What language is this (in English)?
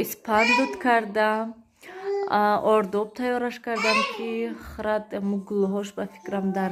Tajik